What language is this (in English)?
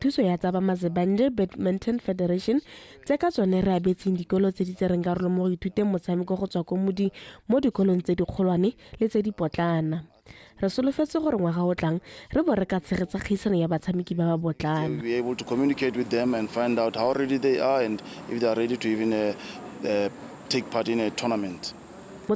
Tswana